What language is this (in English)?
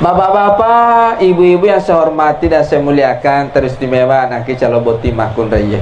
Buginese